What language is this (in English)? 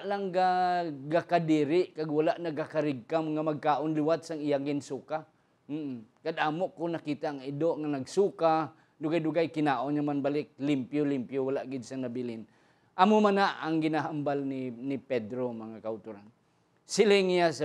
Hiligaynon